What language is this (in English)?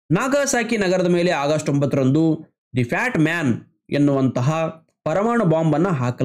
Kannada